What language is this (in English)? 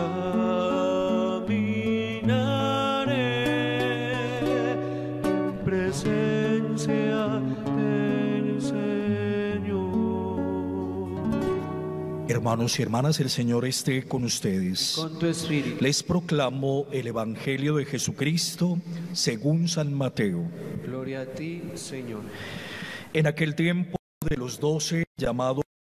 Spanish